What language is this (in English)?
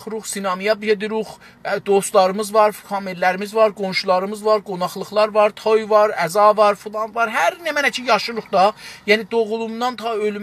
South Azerbaijani